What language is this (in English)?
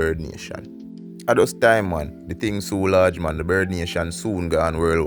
Jamaican Creole English